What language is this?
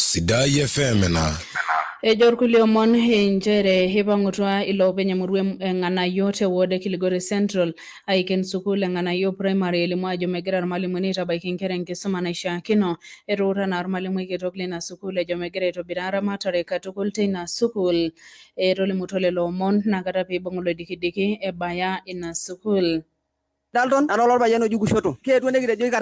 Masai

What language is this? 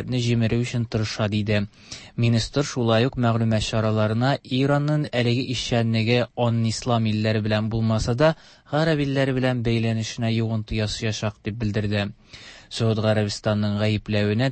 Tatar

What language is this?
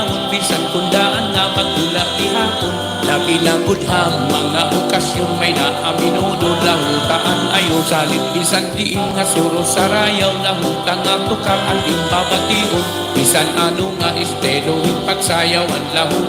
Waray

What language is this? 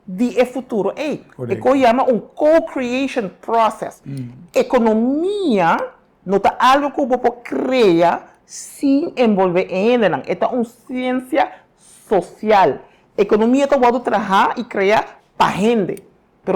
Papiamento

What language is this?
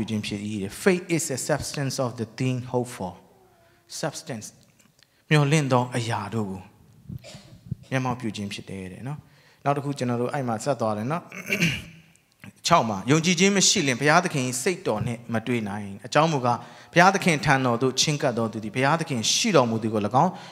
Burmese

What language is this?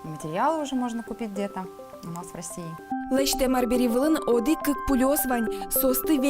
Udmurt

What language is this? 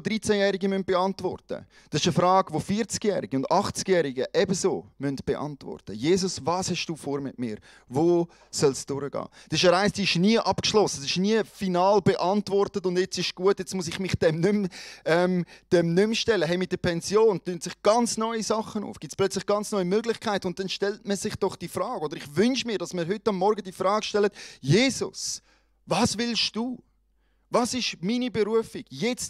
Swiss German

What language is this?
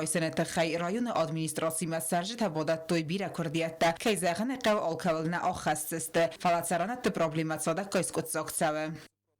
Ossetic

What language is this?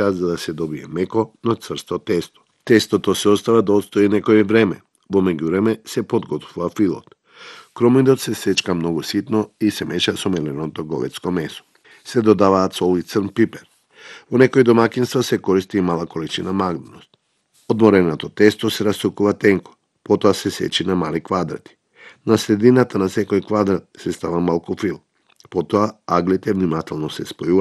Macedonian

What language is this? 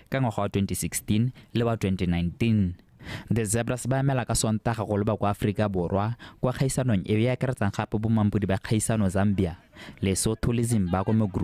Tswana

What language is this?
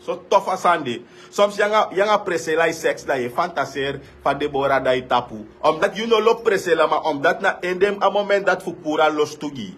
Sranan Tongo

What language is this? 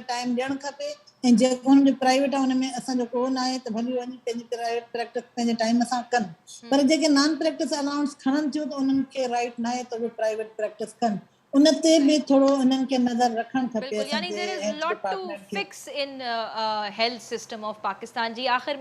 Sindhi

